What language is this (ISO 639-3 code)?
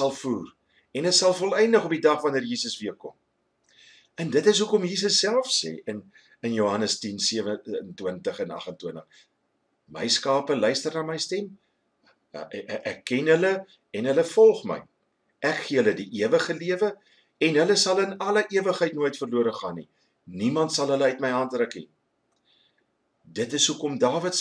afr